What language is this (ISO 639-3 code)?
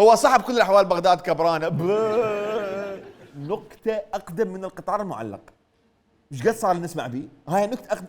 acm